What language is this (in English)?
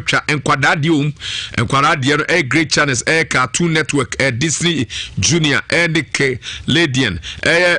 Akan